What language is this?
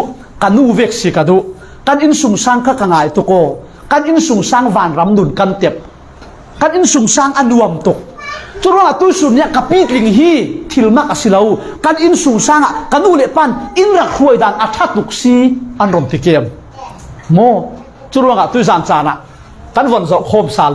Falam Chin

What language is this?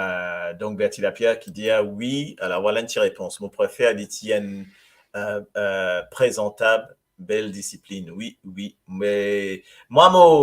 Morisyen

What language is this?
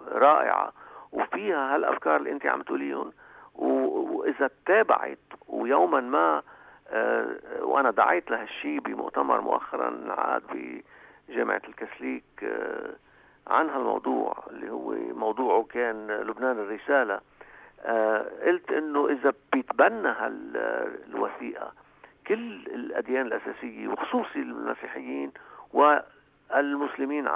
North Levantine Arabic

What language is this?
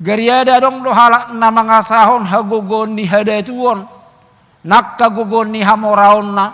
Batak Toba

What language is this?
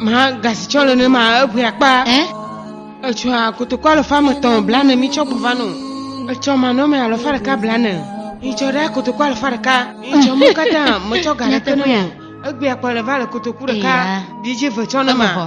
Ewe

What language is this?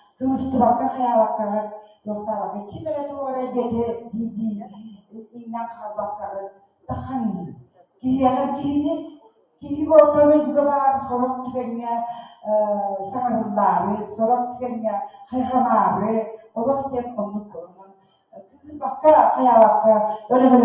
Yakut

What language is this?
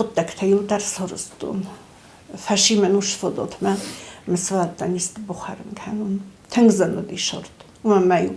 Ossetic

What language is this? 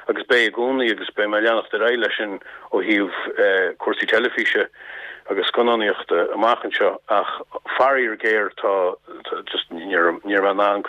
Irish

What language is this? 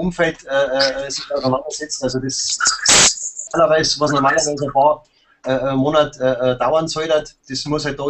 German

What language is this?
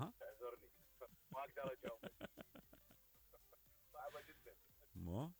Mesopotamian Arabic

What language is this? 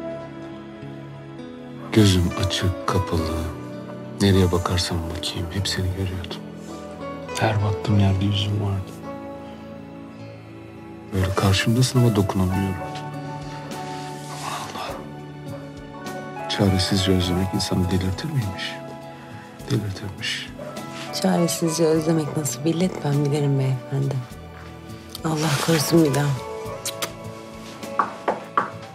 Turkish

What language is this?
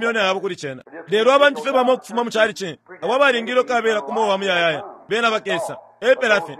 Bemba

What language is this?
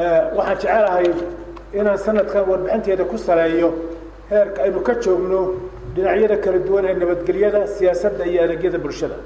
Somali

